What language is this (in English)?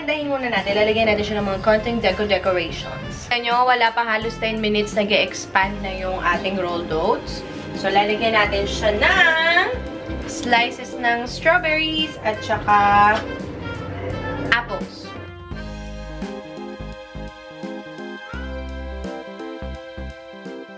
Filipino